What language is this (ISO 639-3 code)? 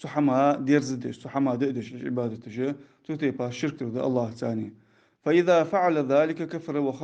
inh